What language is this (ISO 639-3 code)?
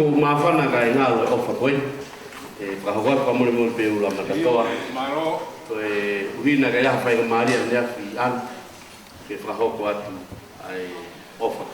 ton